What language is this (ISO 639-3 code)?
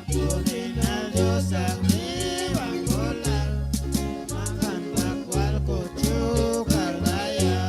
cac